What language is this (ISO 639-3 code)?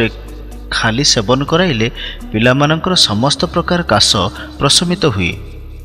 ori